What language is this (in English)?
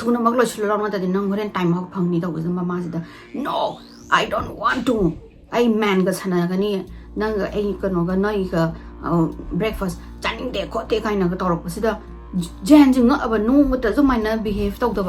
Manipuri